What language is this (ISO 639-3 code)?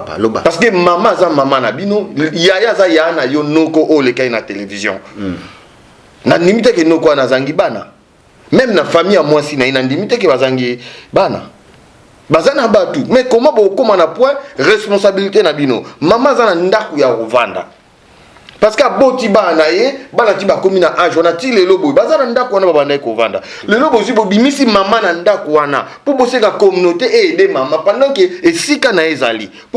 lin